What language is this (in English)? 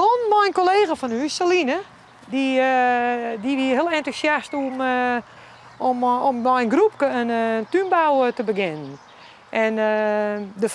Western Frisian